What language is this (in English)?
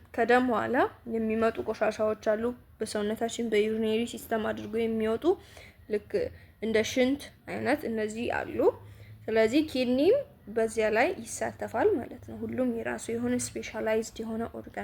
Amharic